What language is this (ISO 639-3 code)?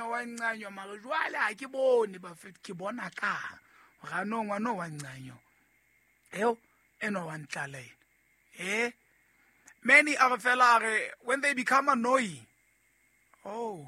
sot